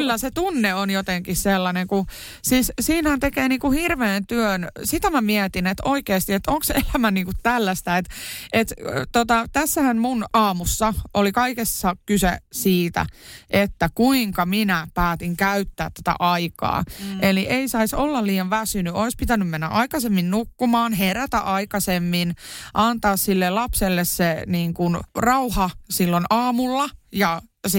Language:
Finnish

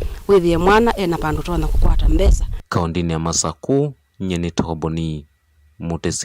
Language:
Kamba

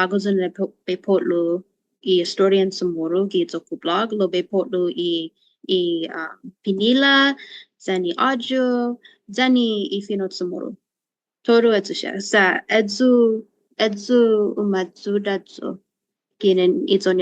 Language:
Chamorro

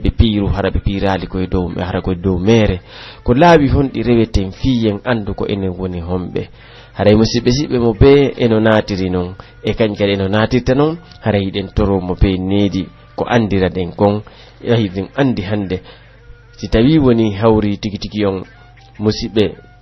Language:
Pular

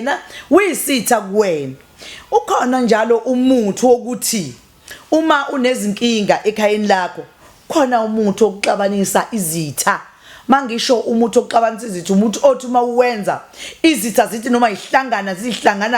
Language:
Zulu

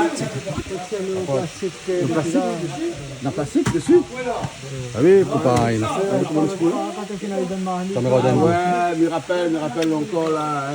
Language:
Réunion Creole French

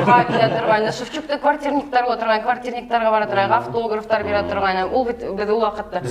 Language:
Bashkir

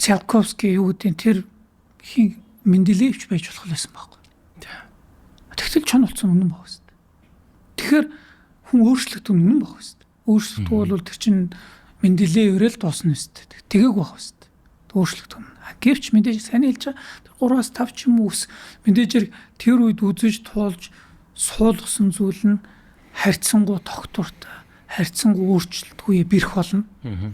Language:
Mongolian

